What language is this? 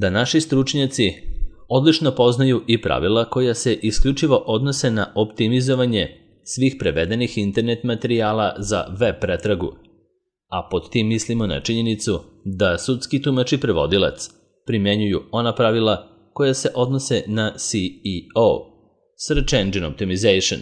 Serbian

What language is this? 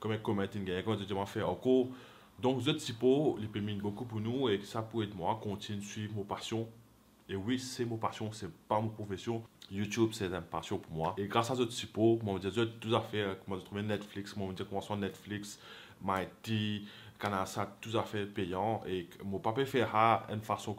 Morisyen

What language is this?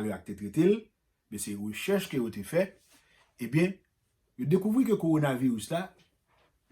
Haitian Creole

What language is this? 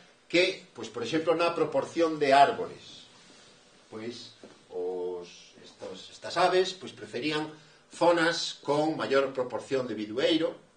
Galician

